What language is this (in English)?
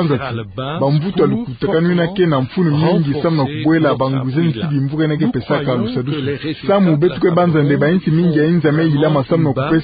Kituba (Democratic Republic of Congo)